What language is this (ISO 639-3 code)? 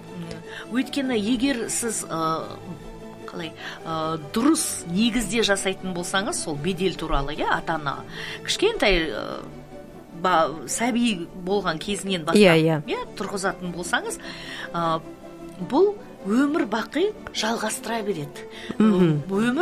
kaz